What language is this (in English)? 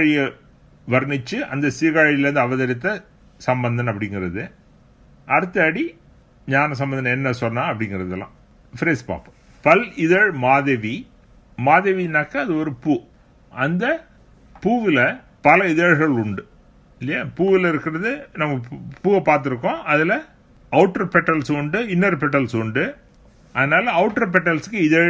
Tamil